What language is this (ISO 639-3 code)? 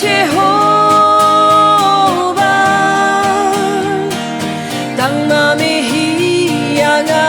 kha